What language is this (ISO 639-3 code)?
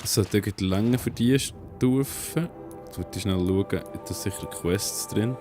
gsw